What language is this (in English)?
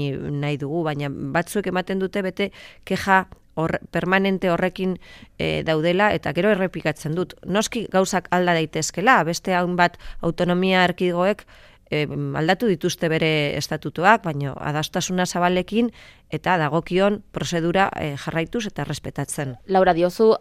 Basque